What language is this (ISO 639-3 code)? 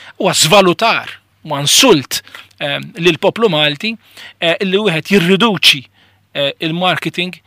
mlt